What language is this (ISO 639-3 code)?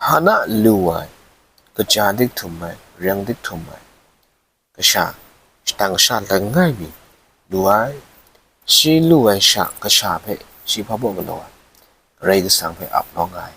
kac